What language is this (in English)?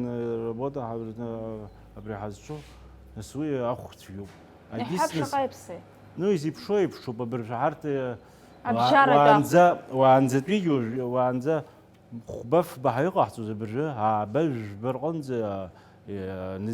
Abkhazian